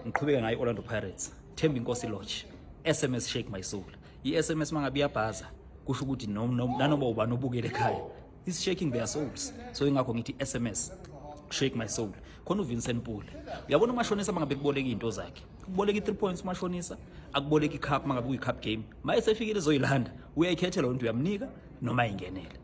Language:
Zulu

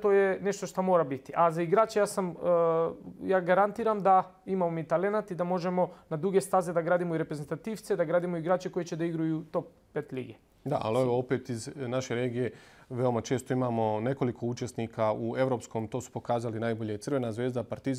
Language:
Bosnian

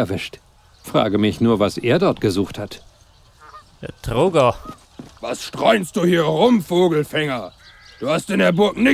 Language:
Bavarian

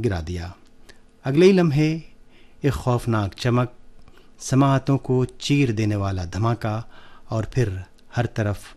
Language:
Urdu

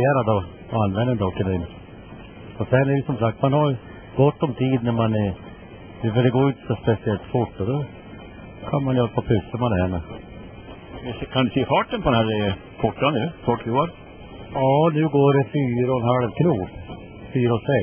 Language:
Swedish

